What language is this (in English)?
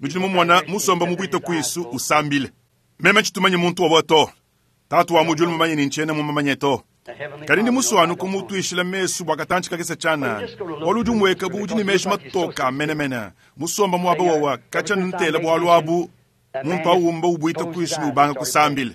Luba-Lulua